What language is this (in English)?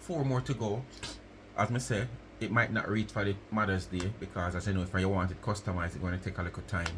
Jamaican Creole English